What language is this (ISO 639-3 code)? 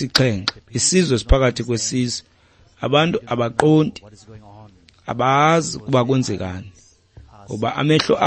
xho